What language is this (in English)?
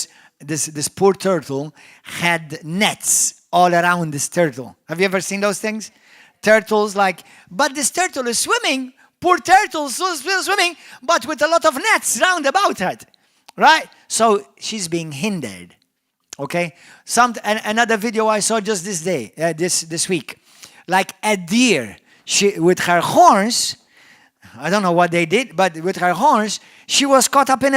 English